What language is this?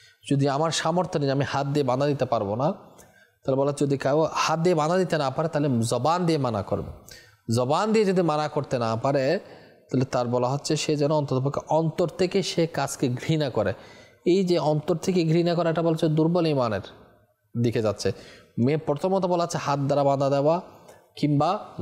Bangla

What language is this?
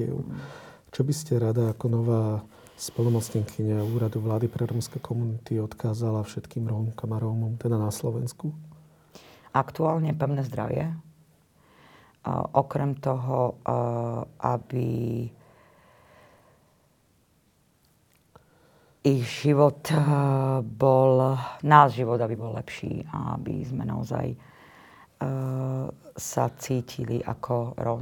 Slovak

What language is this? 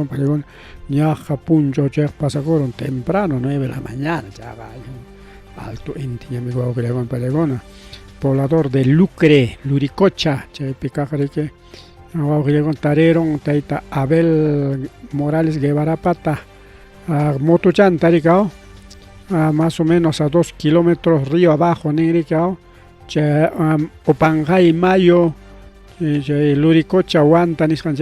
Ayacucho Quechua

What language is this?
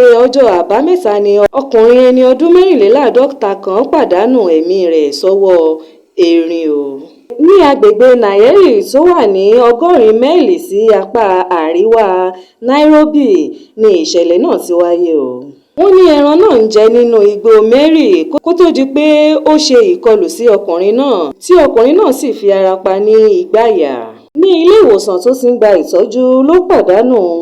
Yoruba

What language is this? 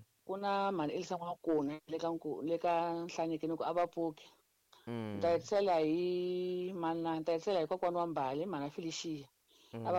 Tsonga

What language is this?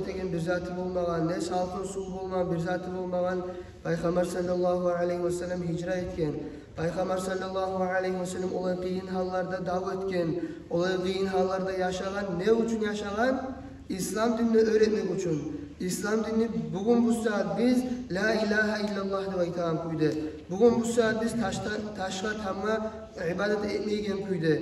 Kumyk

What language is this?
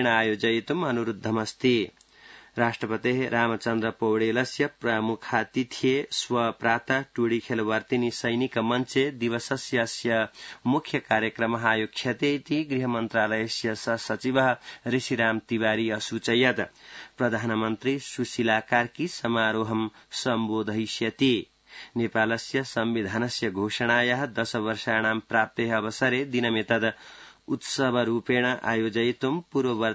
Sanskrit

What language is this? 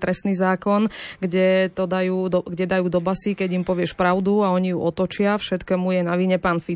Slovak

